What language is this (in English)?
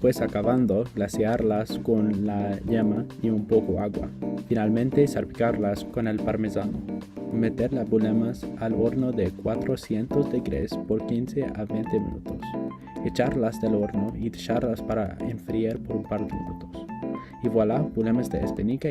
Ladino